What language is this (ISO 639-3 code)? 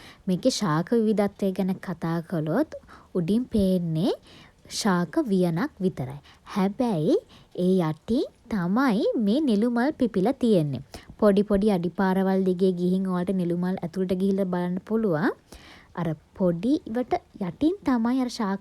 sin